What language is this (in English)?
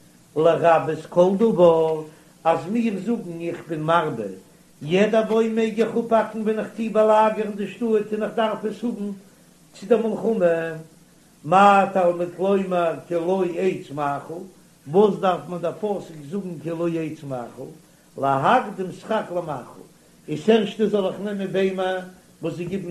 Yiddish